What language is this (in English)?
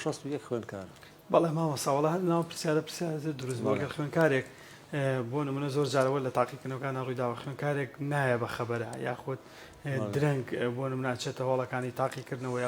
Central Kurdish